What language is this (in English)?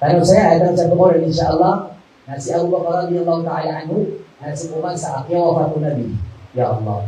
Maranao